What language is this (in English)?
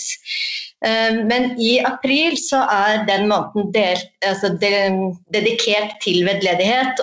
Norwegian